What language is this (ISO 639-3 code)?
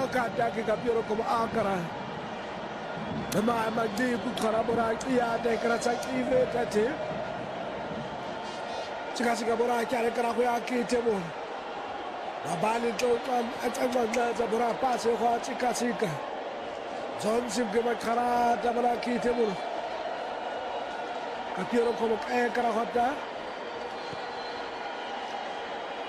swa